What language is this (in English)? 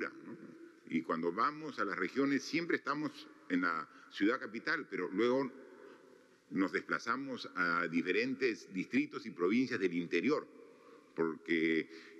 Spanish